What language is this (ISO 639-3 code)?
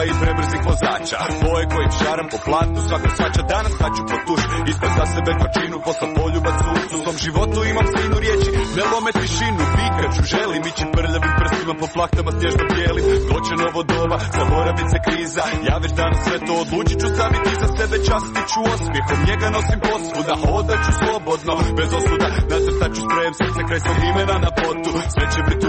hrv